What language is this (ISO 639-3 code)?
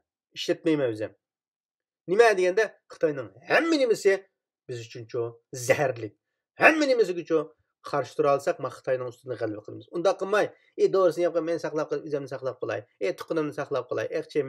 uig